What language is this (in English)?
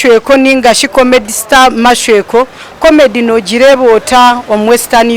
Nyankole